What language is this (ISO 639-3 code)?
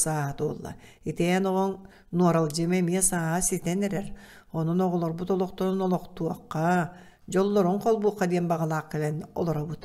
sah